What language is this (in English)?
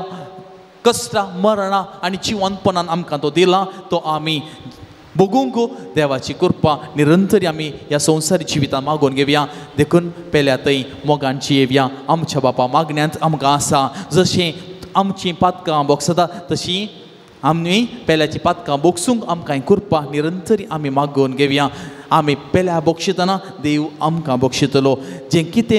Konkani